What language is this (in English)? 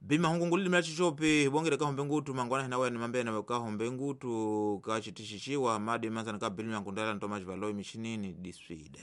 Tsonga